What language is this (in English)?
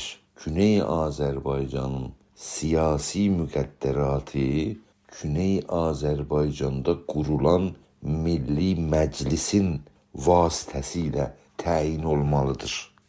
South Azerbaijani